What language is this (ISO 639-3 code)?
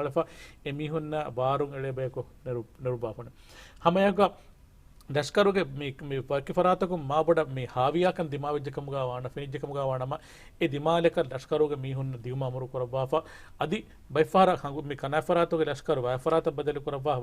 div